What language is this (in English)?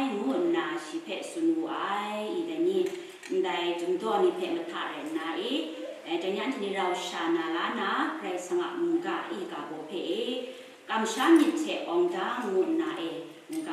Kachin